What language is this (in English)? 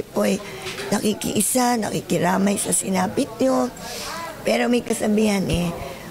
Filipino